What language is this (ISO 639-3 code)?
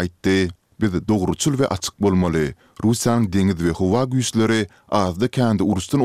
tuk